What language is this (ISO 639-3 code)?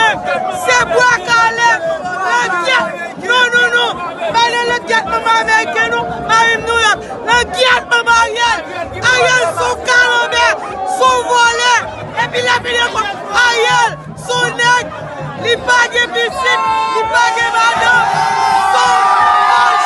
hat